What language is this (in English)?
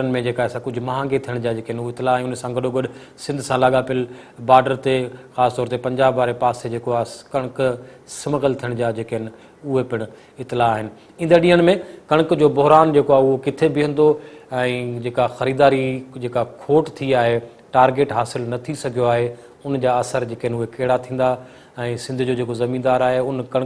Sindhi